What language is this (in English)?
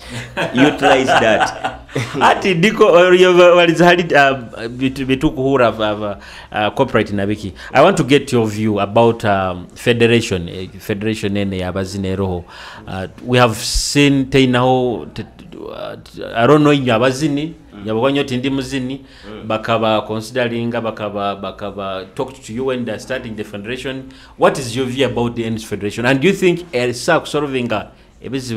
Nyoro